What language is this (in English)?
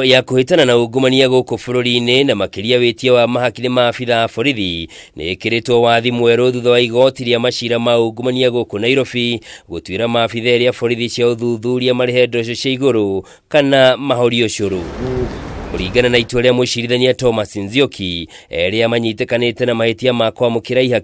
Kikuyu